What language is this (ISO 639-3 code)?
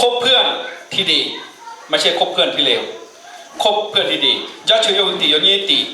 ahk